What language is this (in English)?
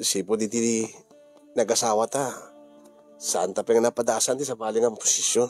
Iloko